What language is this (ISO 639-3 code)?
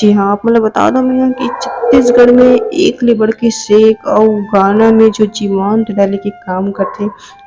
hne